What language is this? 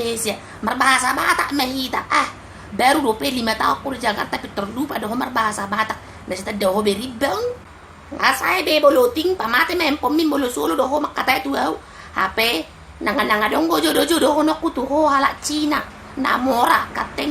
Batak Toba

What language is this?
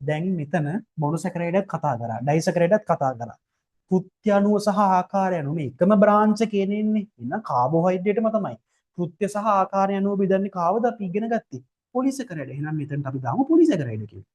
Sinhala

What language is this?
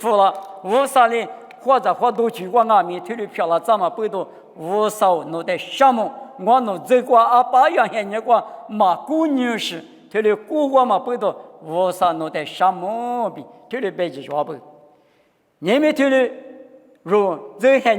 Lisu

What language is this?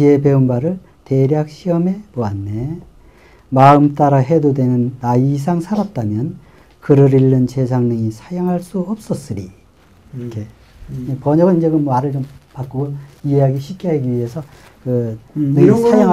Korean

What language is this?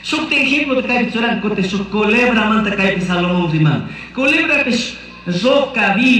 Chimborazo Highland Quichua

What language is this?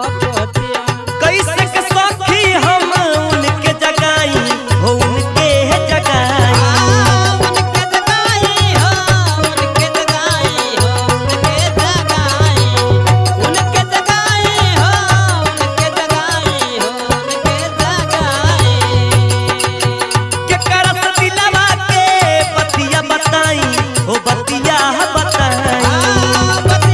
Bhojpuri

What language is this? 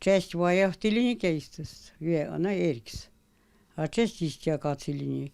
Erzya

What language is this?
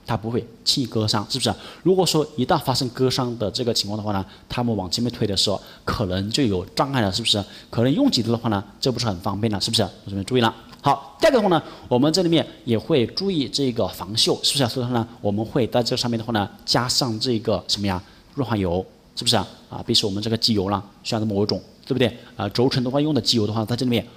Chinese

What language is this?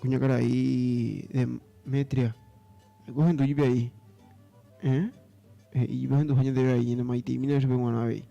Guarani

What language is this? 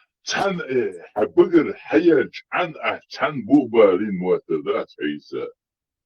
Chechen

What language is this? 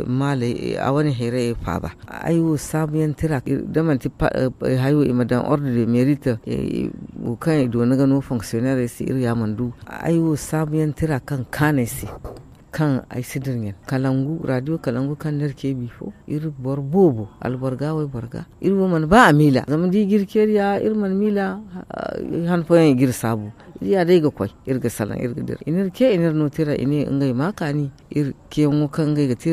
Zarma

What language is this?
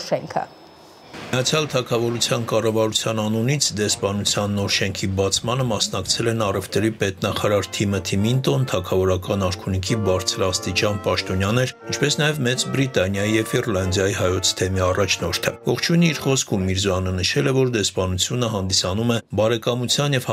Armenian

